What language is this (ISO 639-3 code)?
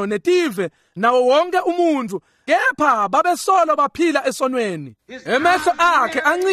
ssw